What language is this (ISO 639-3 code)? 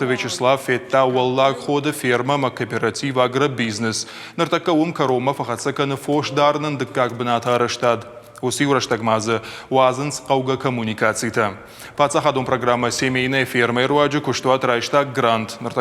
oss